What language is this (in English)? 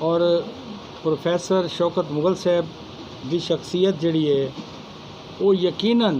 Saraiki